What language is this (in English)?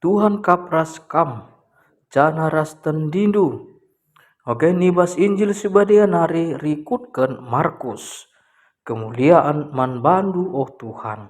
Batak Karo